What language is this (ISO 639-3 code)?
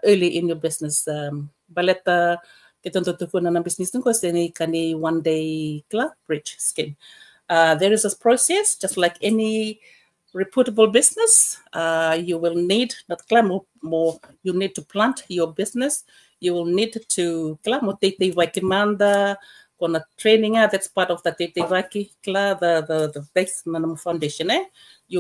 fij